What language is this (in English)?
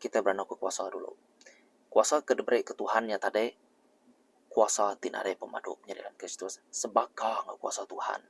Iban